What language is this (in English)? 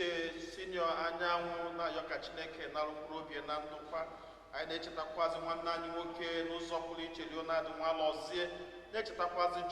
Igbo